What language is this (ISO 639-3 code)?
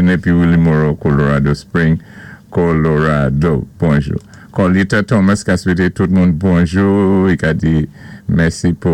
acf